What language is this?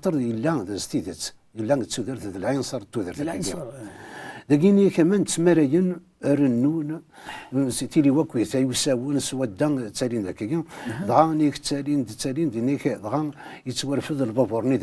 Kabyle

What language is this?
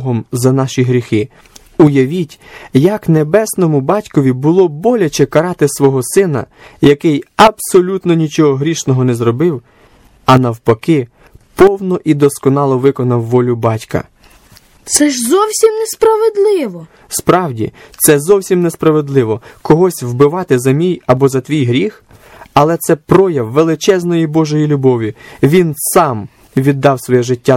Ukrainian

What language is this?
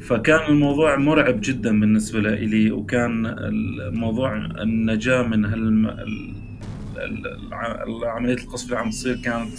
North Levantine Arabic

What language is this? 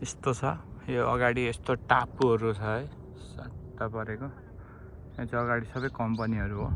Nepali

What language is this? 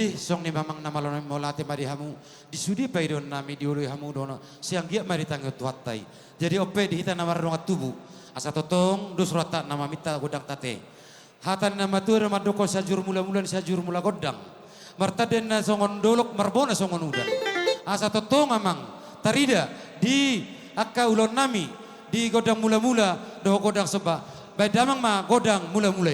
Batak Toba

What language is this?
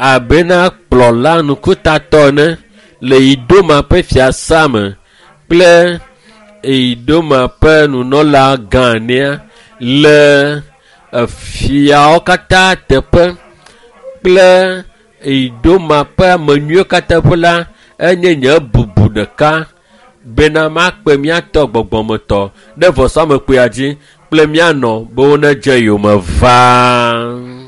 Ewe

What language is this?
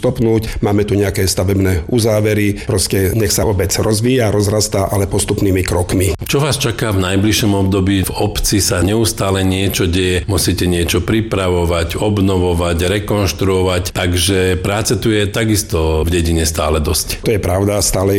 Slovak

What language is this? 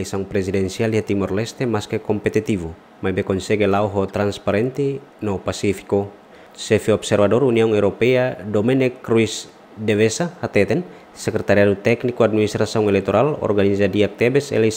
Tetum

